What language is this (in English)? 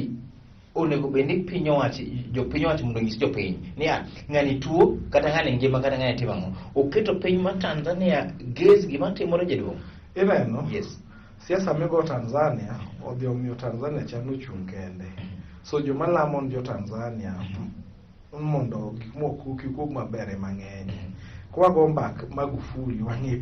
Luo (Kenya and Tanzania)